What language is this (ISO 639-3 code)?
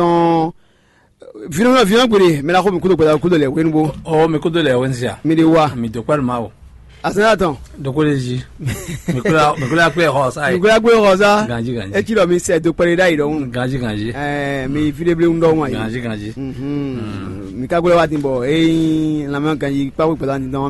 fon